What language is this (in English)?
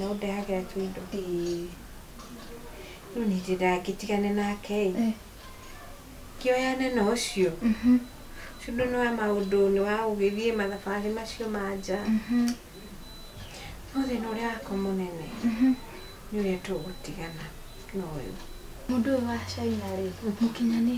Kikuyu